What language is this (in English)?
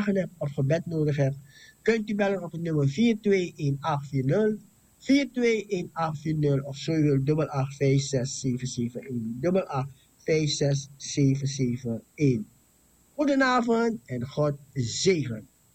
Dutch